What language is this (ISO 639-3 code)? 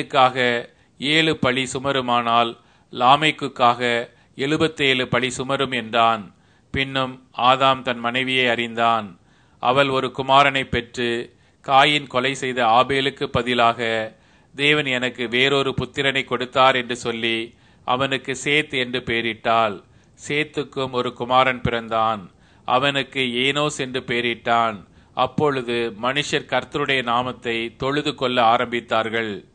tam